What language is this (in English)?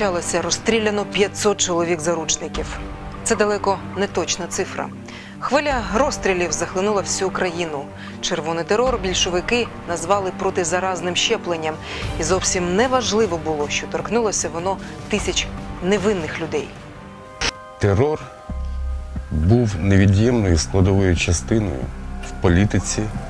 Ukrainian